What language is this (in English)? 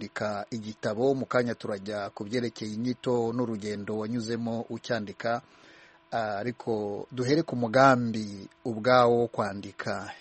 Kinyarwanda